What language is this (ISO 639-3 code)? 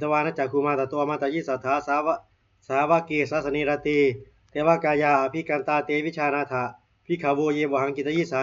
pli